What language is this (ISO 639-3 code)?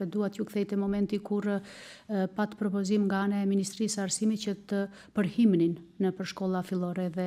sqi